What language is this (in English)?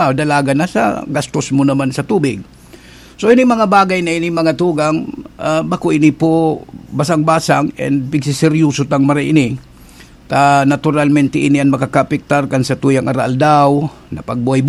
Bikol